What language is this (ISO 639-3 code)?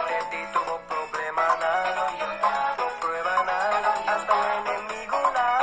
pap